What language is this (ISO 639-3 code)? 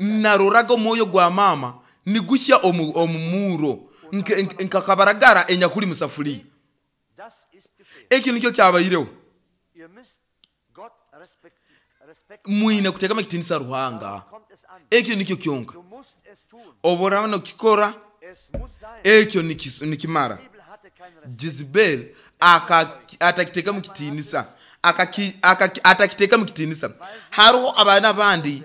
nyo